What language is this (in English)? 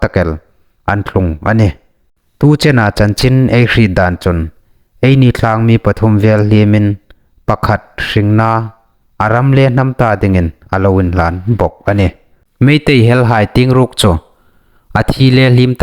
Hmar